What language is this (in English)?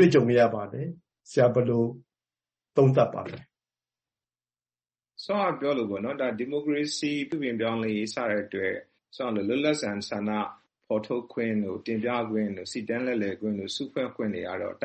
Burmese